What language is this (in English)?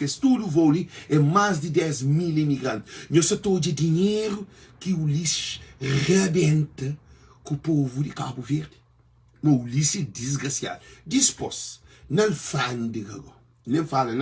Kabuverdianu